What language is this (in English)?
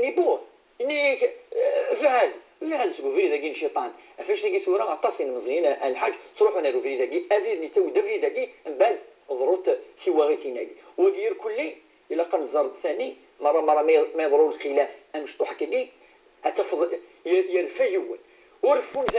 Kabyle